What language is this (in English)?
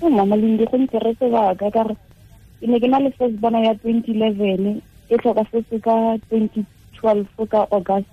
Tswana